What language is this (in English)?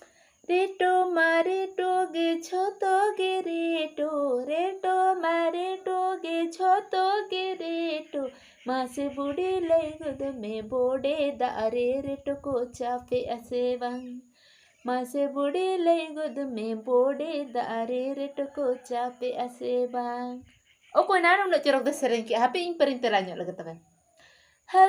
Santali